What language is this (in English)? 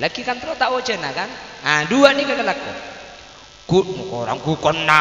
Madurese